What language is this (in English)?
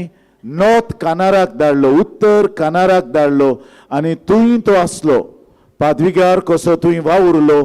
Konkani